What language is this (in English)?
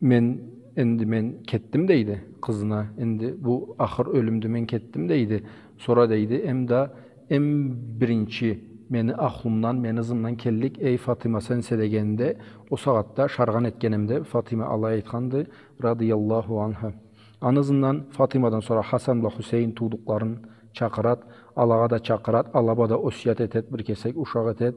Karachay-Balkar